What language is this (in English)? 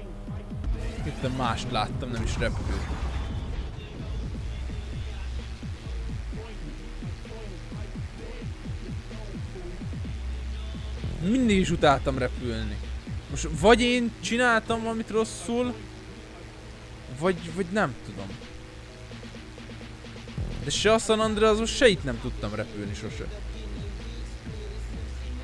Hungarian